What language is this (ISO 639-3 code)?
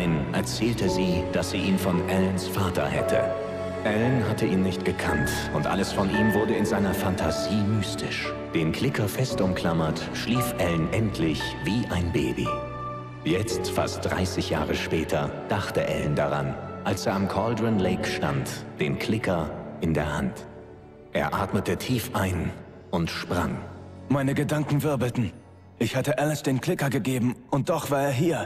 bar